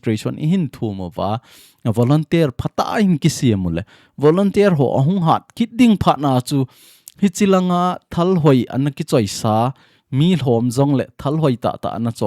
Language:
Thado Chin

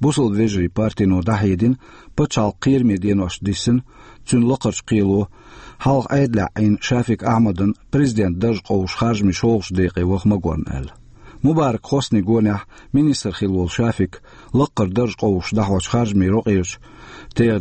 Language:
Chechen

